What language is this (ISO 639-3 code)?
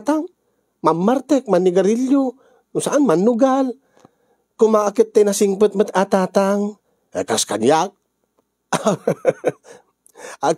ilo